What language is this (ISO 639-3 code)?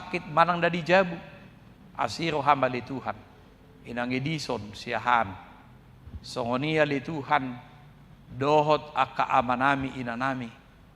bbc